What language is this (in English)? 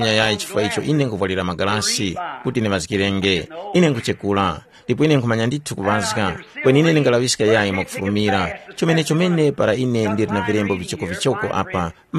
Tumbuka